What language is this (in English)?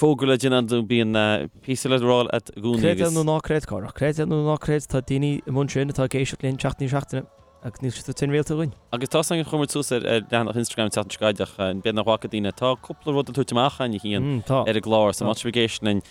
Irish